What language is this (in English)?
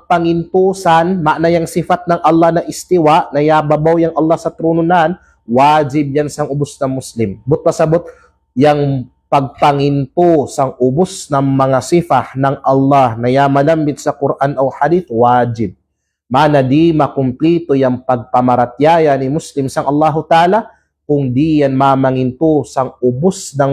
Kalagan